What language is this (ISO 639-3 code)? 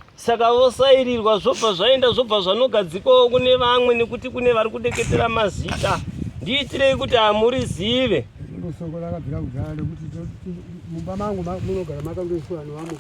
sna